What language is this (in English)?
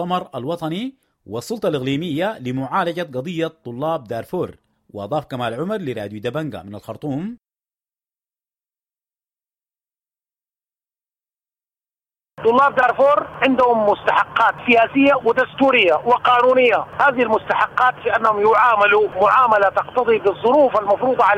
Arabic